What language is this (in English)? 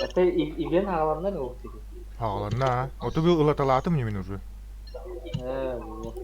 Yakut